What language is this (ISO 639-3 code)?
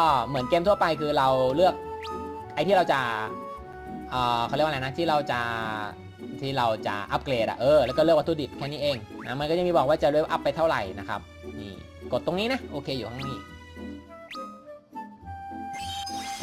tha